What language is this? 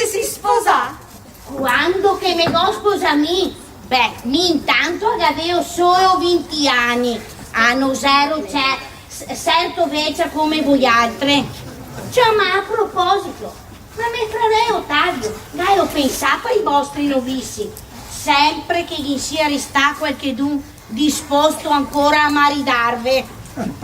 Venetian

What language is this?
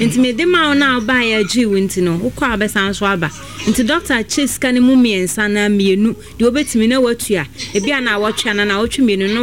Akan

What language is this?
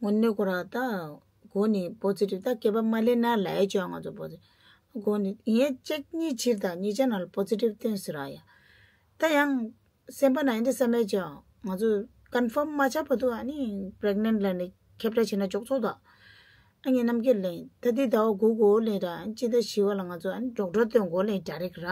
Tibetan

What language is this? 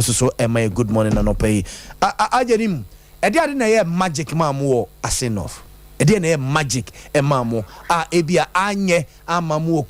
Akan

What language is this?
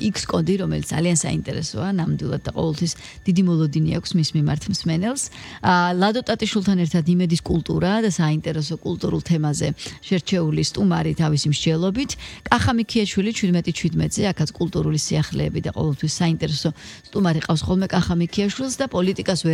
Georgian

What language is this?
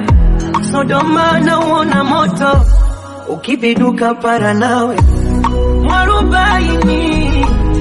Swahili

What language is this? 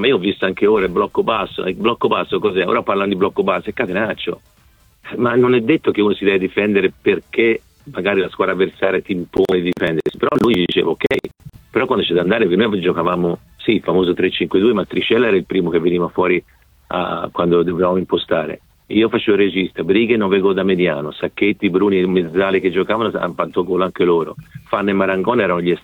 Italian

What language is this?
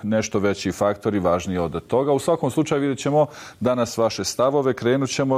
Bosnian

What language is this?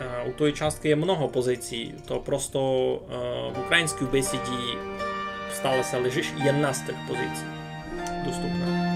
Rusyn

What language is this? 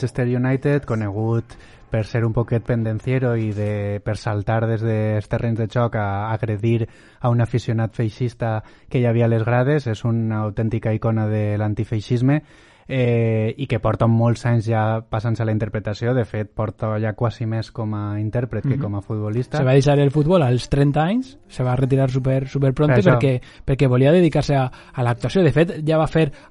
Catalan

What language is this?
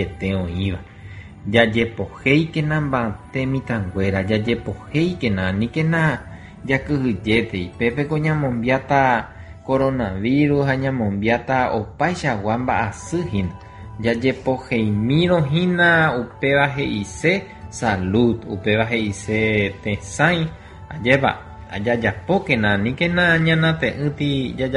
Guarani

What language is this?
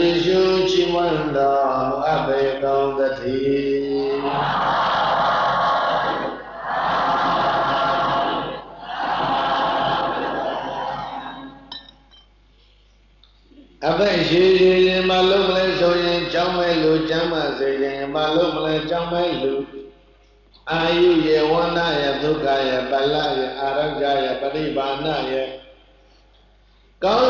Burmese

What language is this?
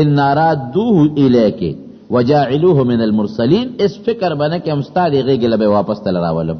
Pashto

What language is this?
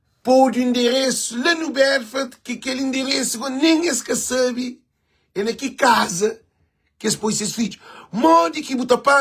Kabuverdianu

